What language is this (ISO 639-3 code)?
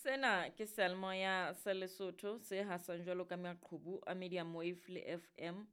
sot